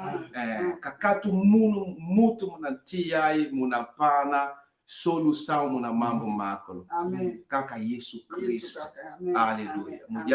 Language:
Kongo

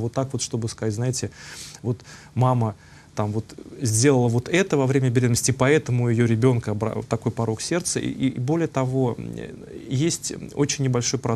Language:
Russian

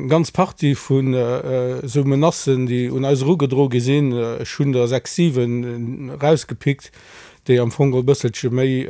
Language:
Luxembourgish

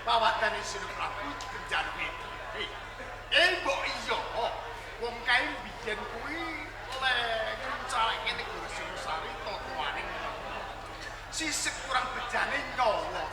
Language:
Javanese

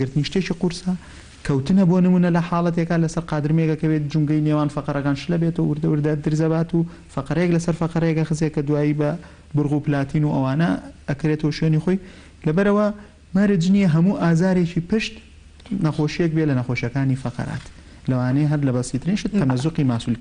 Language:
Central Kurdish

